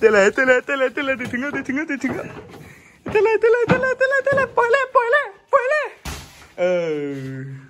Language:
Shan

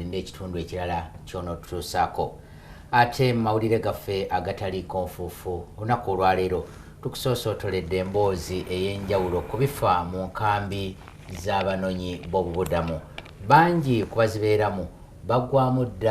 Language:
Ganda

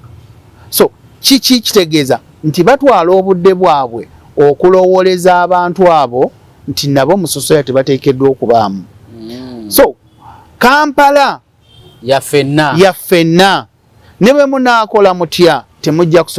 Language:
Ganda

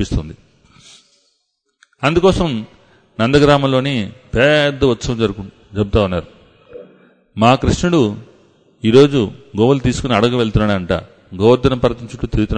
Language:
Telugu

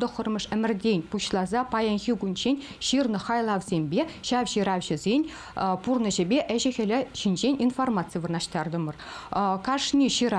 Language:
Chuvash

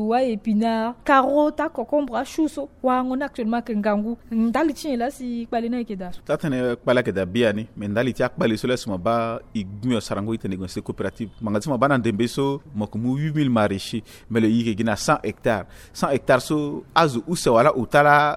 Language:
Sango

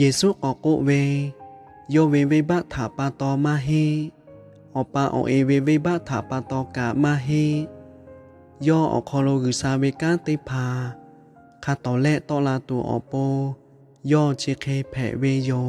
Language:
Lahu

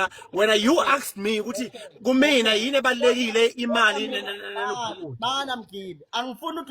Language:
Zulu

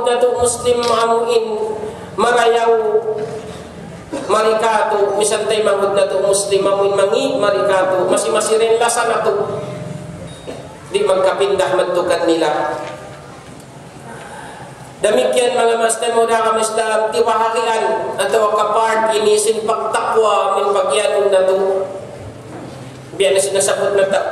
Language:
Tausug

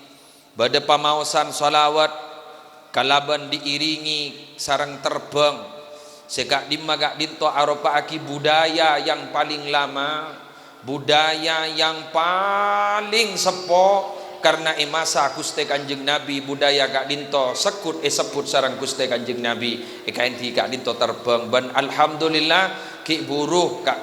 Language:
Madurese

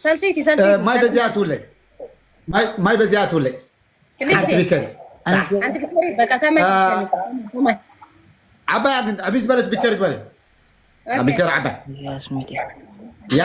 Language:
Tigrinya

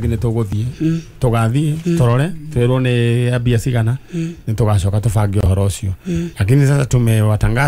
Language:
Kikuyu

